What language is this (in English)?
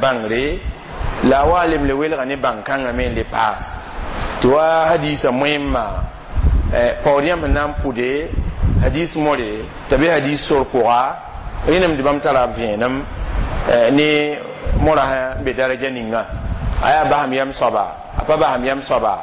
Mossi